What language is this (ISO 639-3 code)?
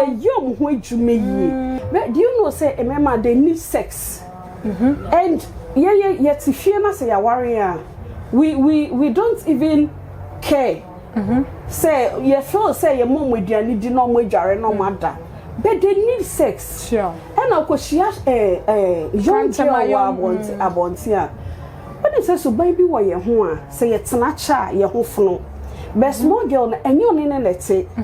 aka